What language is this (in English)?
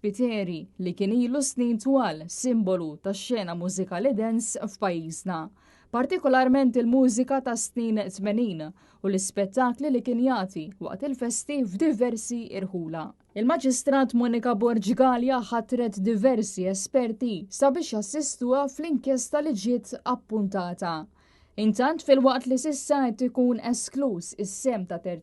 Maltese